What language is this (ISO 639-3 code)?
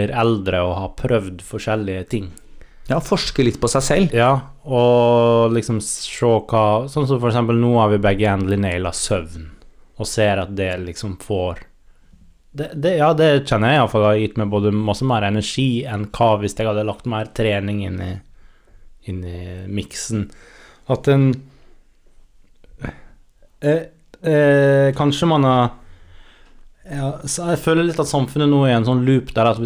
nor